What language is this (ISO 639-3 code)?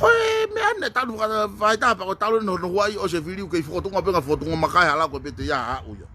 ton